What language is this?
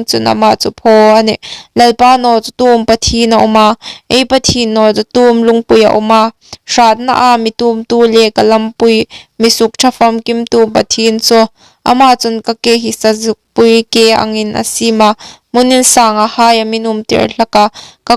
Hmar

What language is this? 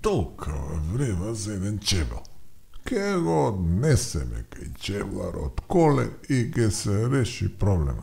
Macedonian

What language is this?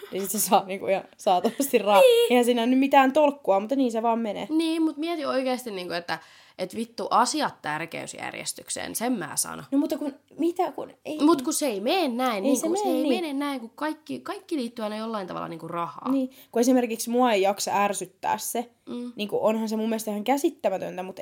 Finnish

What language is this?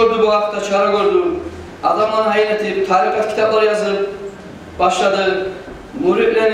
Kumyk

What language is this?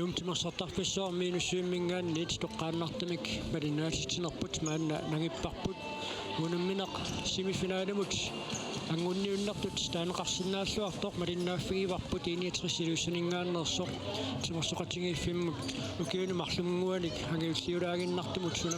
Kalaallisut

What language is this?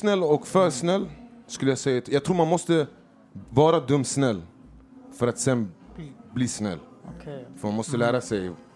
Swedish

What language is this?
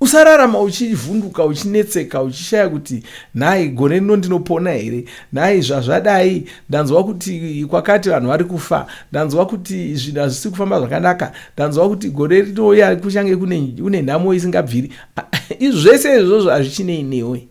Shona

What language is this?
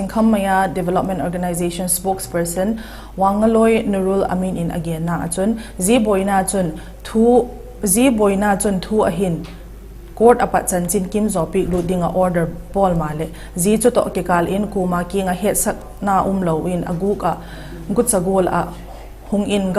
Vaiphei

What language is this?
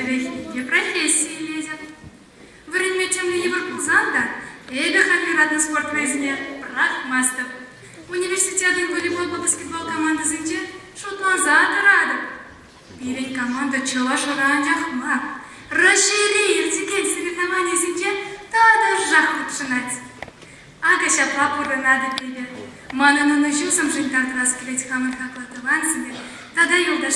Chuvash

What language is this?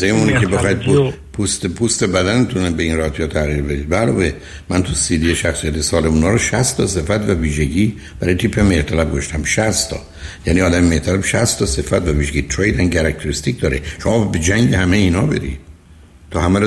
Persian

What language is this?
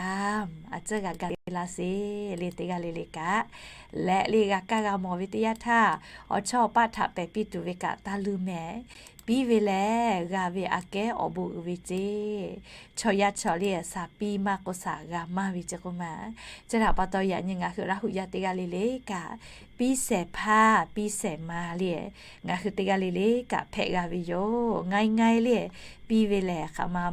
Lahu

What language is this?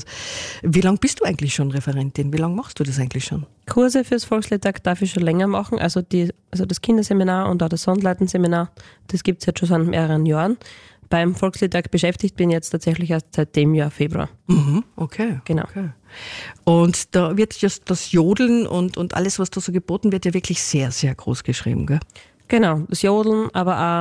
German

